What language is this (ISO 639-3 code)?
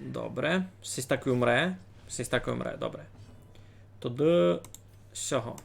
rue